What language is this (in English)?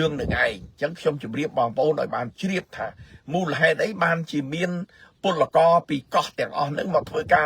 Khmer